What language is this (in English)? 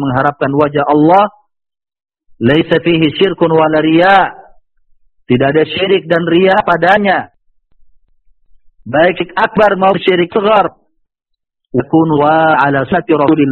Indonesian